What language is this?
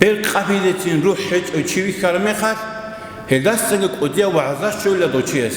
Avaric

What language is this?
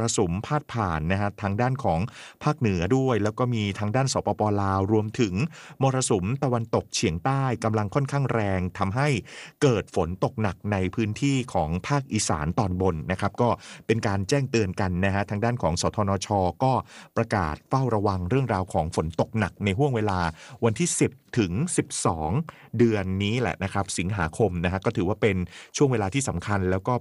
Thai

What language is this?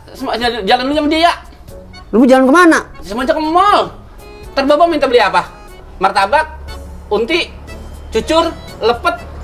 Betawi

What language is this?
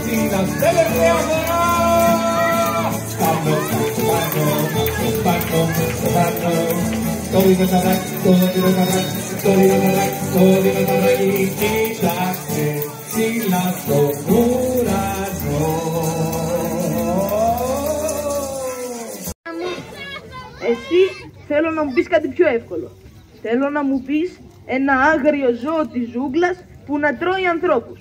Greek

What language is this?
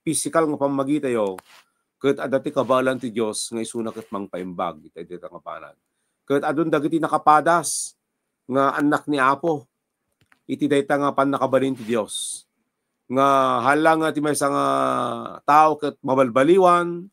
Iloko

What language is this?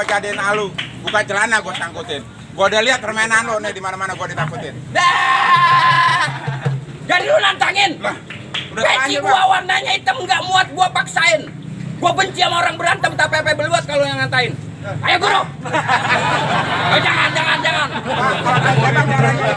Betawi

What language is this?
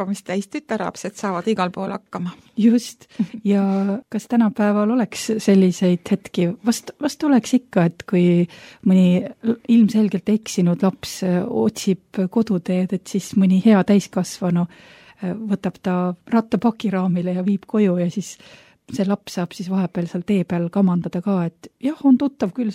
Estonian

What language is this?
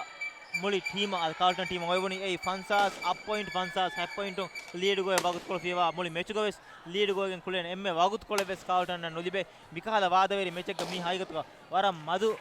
Divehi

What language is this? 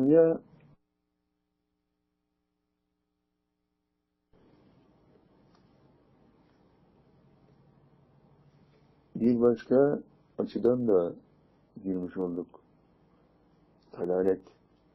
Turkish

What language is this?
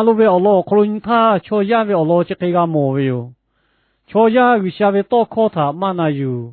Lahu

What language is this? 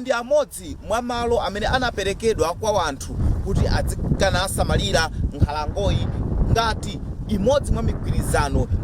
Nyanja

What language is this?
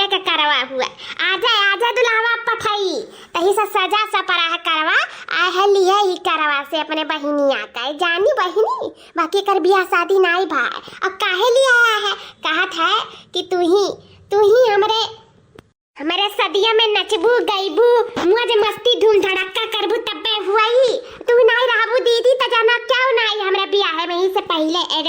Awadhi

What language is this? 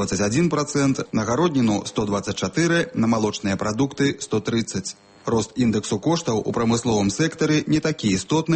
Belarusian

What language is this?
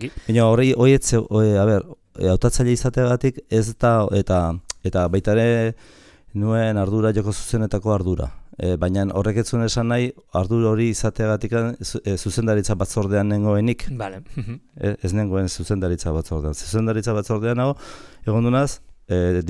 Basque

